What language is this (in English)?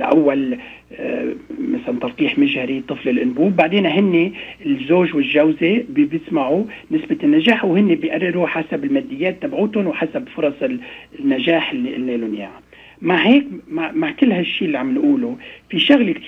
North Levantine Arabic